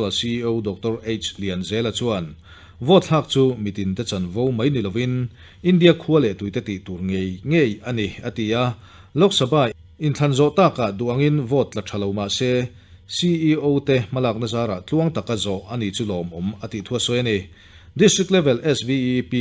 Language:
Mizo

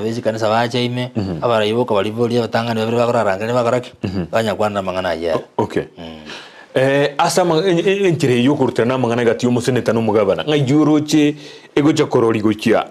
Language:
Gusii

